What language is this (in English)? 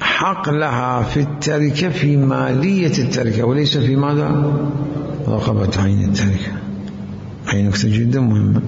Mesopotamian Arabic